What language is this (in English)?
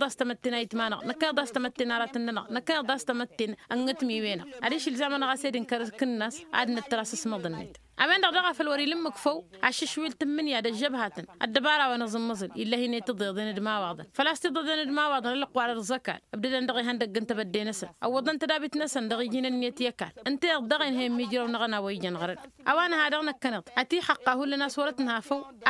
Tamasheq